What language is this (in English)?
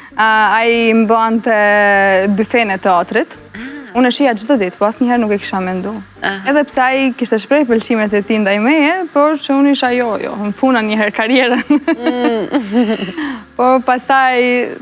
Albanian